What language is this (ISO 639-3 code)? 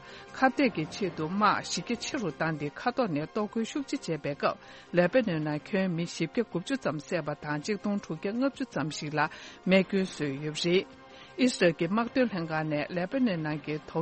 bod